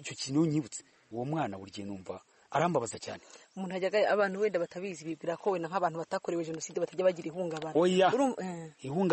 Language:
Kinyarwanda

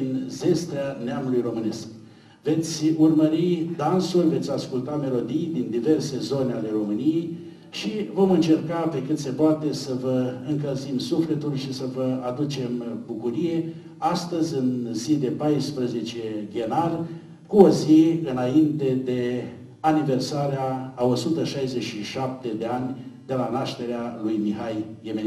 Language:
Romanian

